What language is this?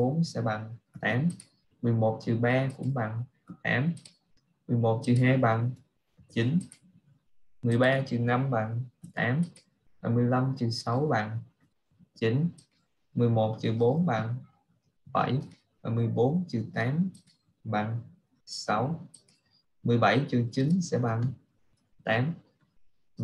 Vietnamese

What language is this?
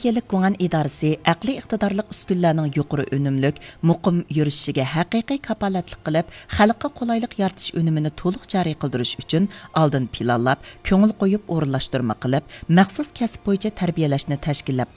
Uyghur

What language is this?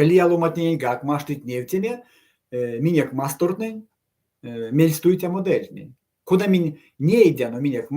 Erzya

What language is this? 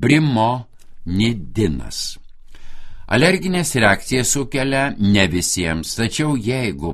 Lithuanian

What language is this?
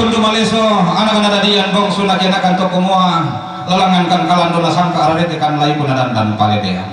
Toraja-Sa'dan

